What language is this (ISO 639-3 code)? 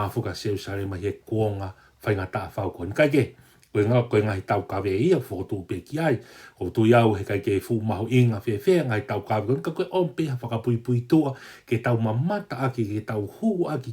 ton